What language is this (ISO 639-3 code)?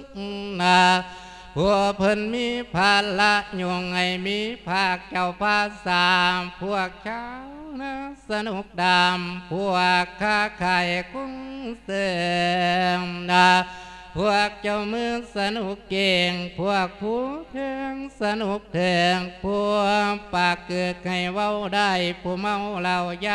lao